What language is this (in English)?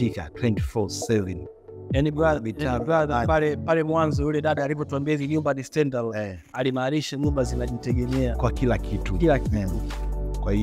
Swahili